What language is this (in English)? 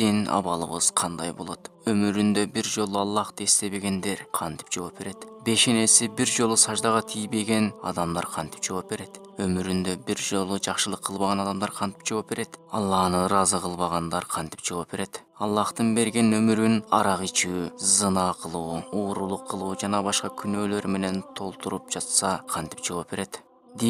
Kyrgyz